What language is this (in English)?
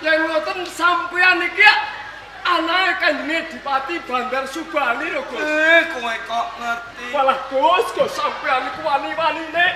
Javanese